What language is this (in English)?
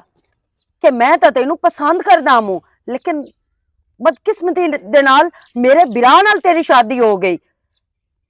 Western Panjabi